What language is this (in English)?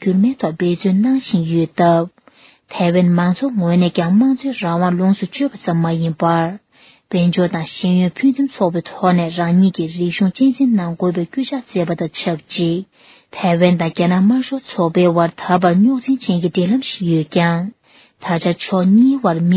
Tibetan